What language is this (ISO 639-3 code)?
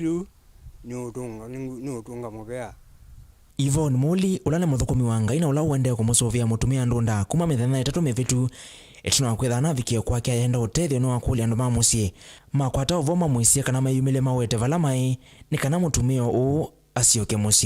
kam